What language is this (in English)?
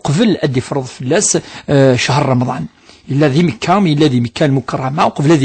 Kabyle